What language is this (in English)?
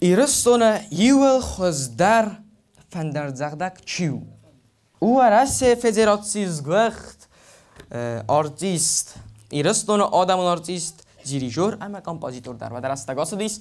Ossetic